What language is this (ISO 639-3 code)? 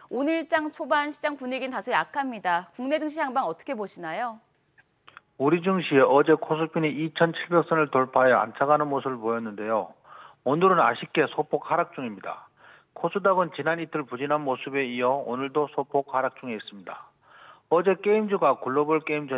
kor